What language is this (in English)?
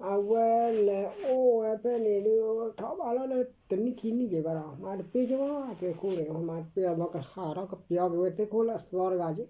S'gaw Karen